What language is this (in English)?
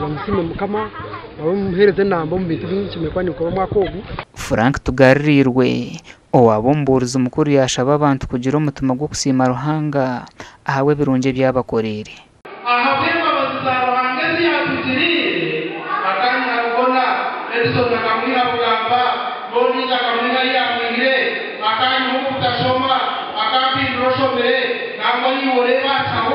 Nyankole